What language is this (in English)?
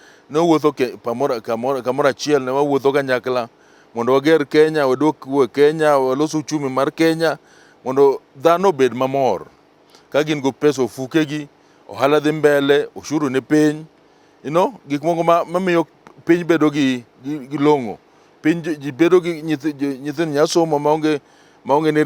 Luo (Kenya and Tanzania)